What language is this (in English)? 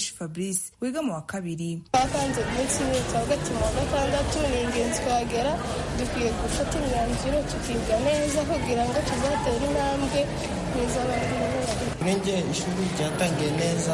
Kinyarwanda